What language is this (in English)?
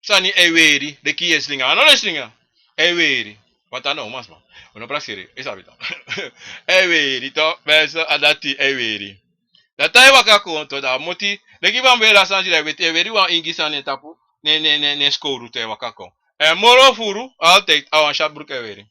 Sranan Tongo